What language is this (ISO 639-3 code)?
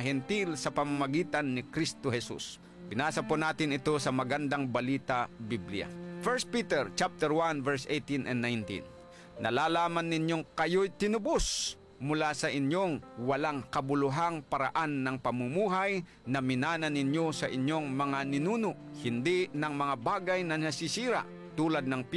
fil